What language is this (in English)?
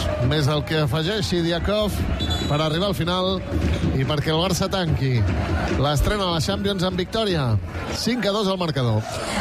Catalan